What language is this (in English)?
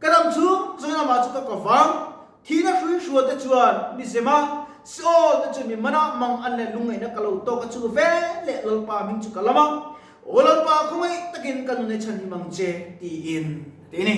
Mizo